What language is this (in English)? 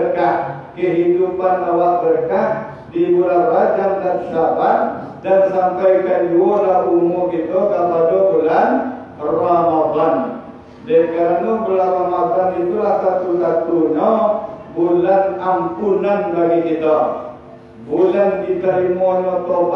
Minangkabau